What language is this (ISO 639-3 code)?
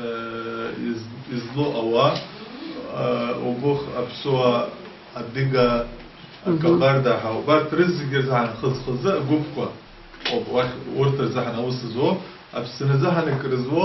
abk